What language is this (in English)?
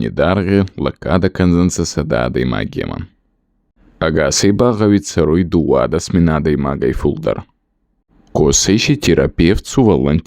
Ossetic